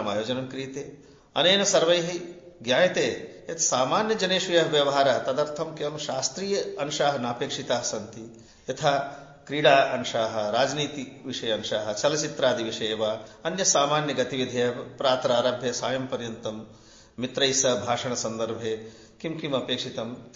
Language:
Sanskrit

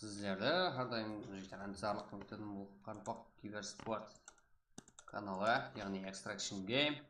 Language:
Kara-Kalpak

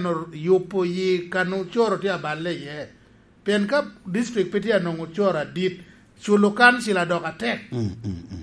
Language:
Lango (Uganda)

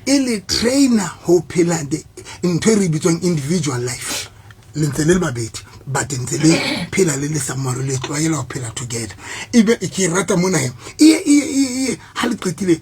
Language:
Southern Sotho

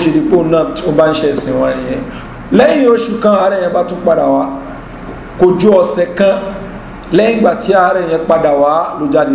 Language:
Yoruba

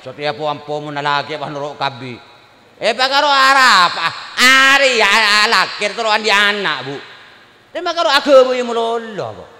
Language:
Madurese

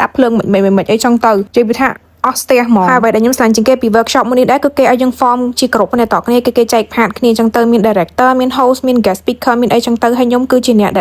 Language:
Khmer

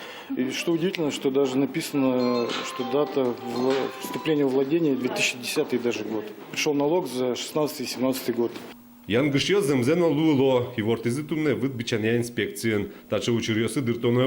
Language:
Udmurt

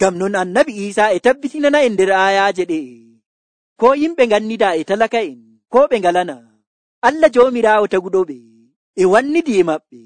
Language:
Nigerian Fulfulde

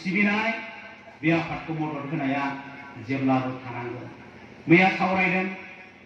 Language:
Bodo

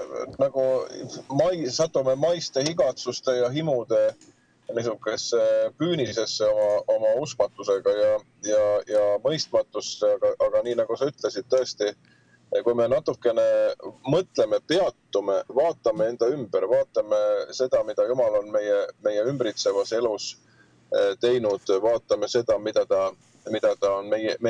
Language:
Estonian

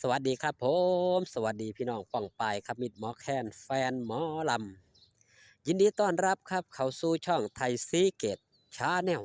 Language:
Northeastern Thai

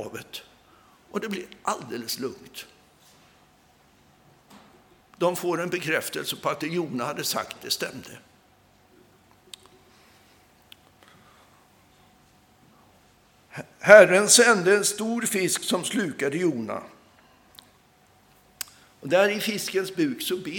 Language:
Swedish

